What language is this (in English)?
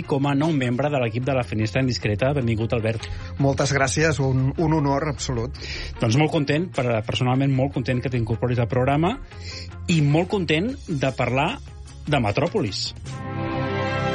Catalan